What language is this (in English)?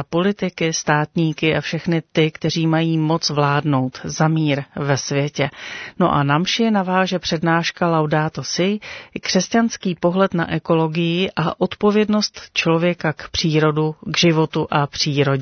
Czech